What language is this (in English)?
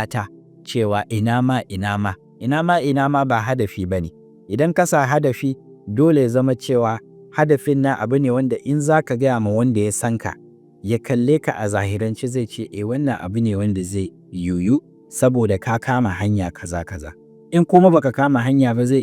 Hausa